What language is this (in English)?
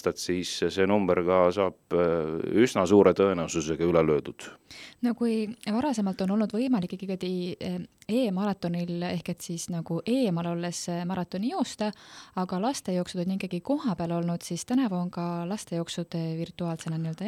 Estonian